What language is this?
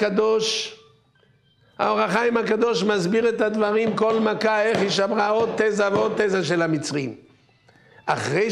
Hebrew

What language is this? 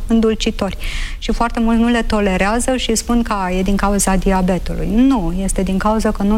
Romanian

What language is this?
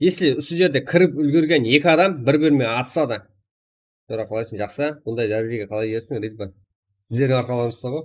Kara-Kalpak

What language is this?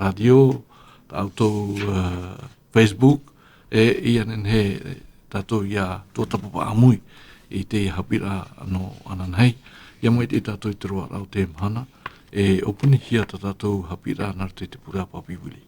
Tahitian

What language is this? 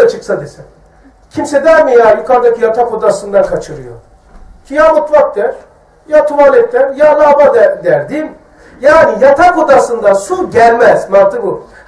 Turkish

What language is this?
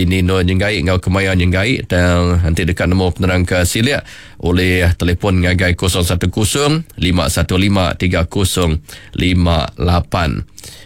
Iban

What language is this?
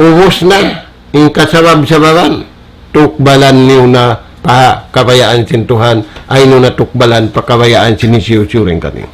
Tausug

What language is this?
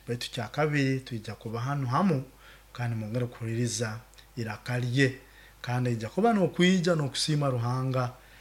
Nyoro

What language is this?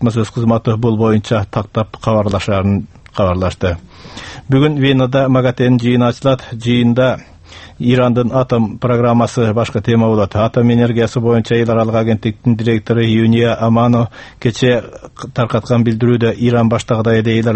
Kyrgyz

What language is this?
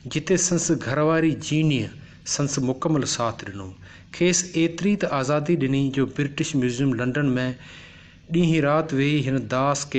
Sindhi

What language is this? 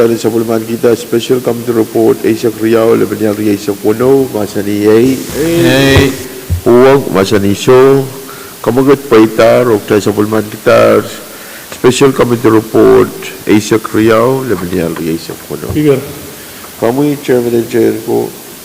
Pohnpeian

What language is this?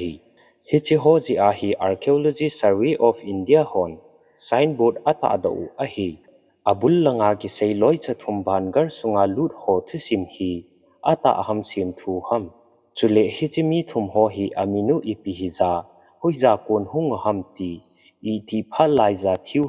Thado Chin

